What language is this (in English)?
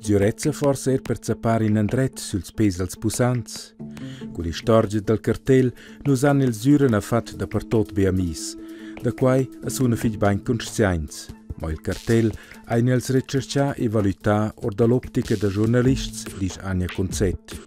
Romansh